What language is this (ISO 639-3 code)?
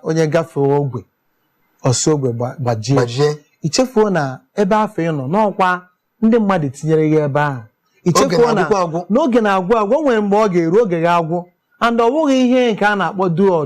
ibo